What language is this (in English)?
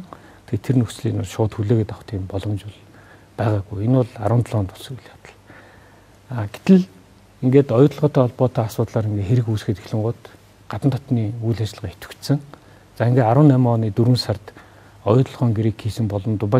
Mongolian